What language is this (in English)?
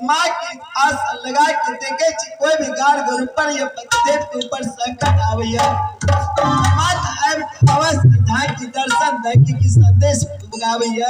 Maithili